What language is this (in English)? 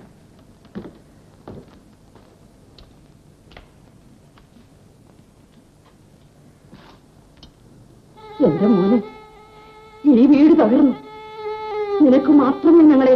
Malayalam